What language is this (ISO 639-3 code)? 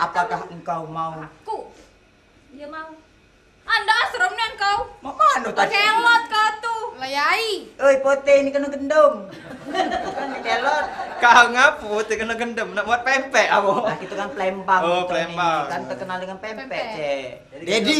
mui